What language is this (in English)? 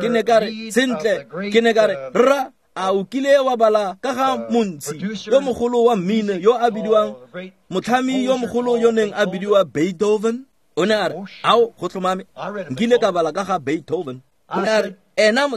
Tswana